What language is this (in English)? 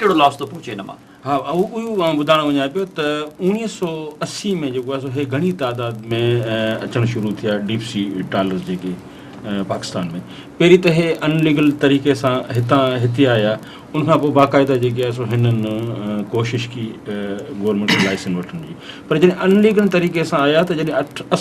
Sindhi